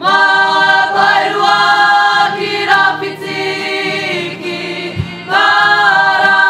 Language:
Māori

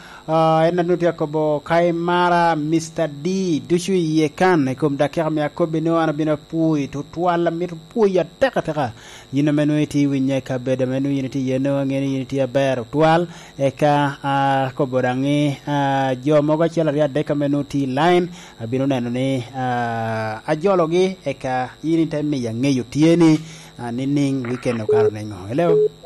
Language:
Lango (Uganda)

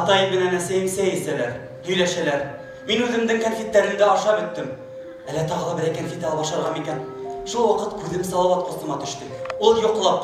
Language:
Bashkir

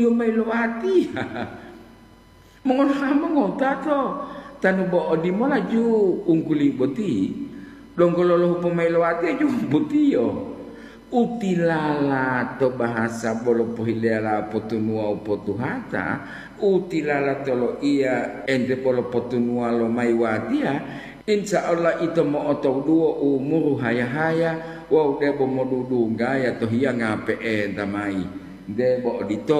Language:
Gorontalo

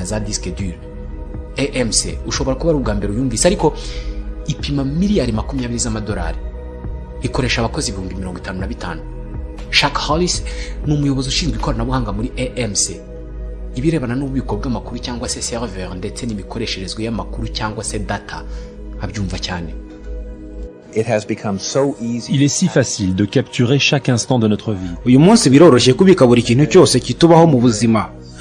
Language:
Kinyarwanda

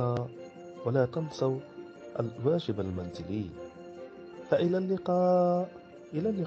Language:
Arabic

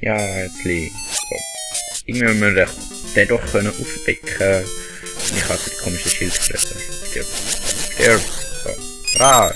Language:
Swiss German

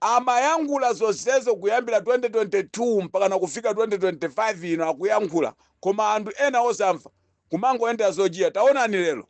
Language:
Nyanja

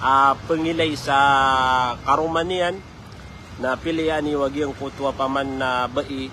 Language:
Maranao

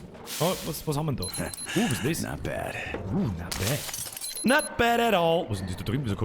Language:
Bavarian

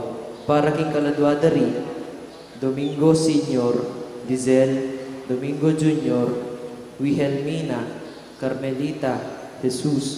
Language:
Pampanga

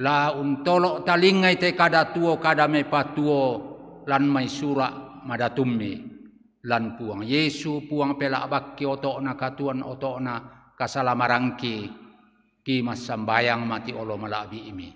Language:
Toraja-Sa'dan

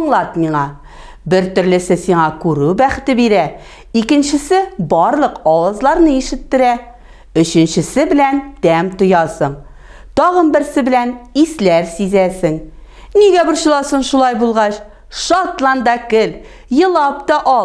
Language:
Tatar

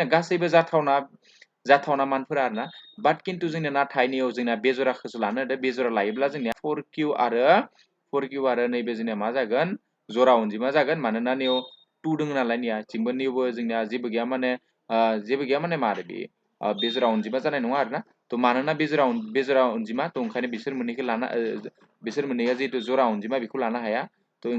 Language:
Bodo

